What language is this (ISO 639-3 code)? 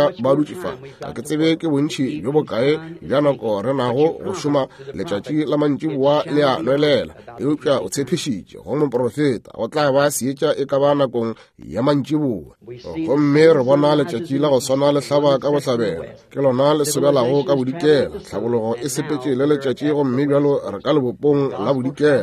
nso